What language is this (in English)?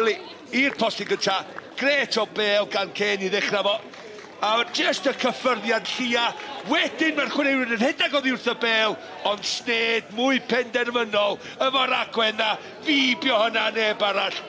Welsh